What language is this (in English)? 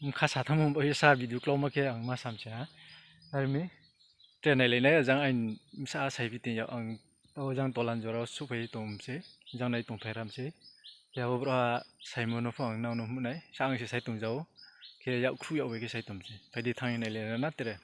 Riang (India)